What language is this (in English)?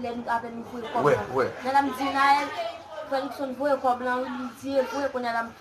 Haitian Creole